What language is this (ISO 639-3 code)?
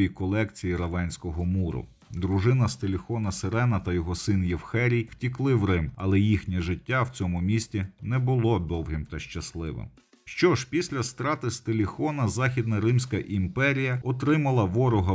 ukr